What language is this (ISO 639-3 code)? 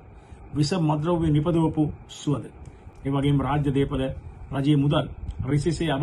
sin